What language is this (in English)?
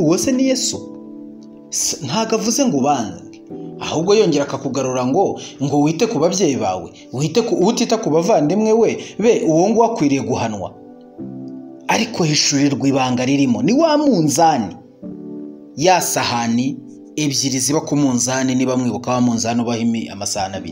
Kinyarwanda